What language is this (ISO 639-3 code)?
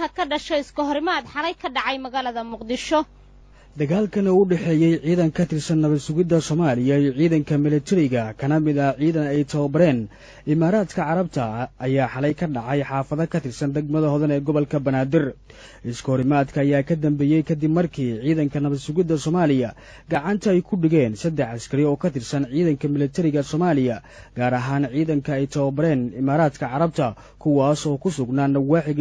som